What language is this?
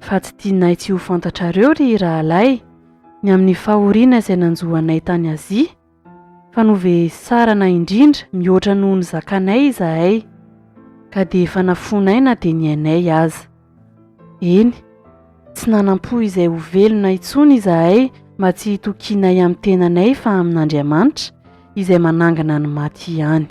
Malagasy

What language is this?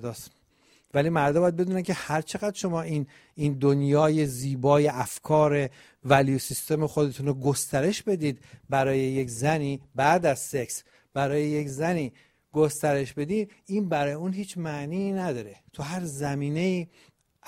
Persian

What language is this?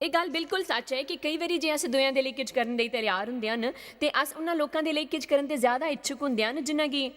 Dogri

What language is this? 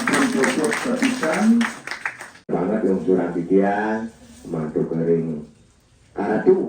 Balinese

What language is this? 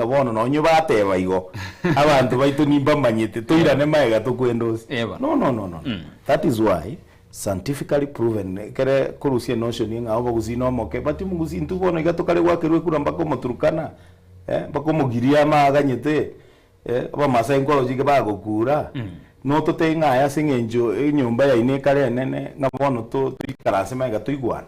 Gusii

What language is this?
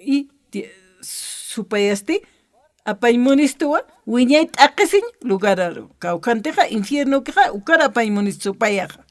Aymara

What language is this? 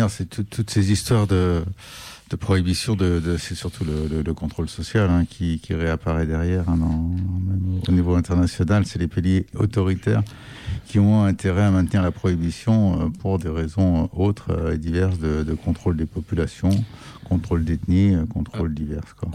French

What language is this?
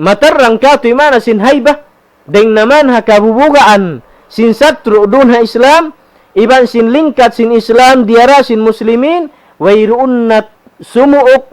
Tausug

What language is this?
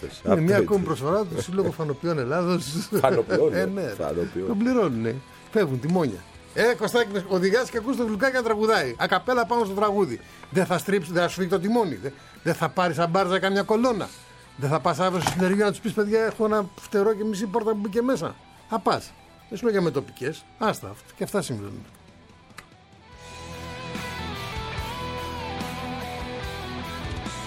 Greek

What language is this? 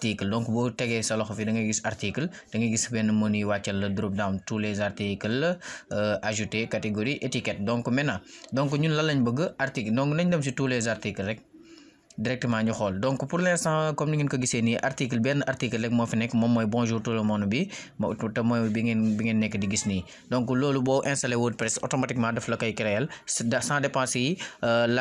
Wolof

